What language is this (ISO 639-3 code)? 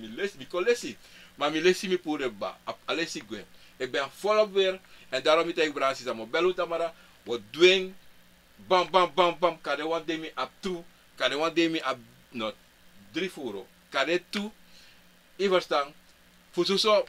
srn